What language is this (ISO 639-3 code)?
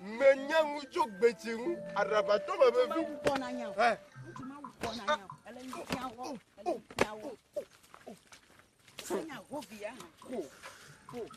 ewe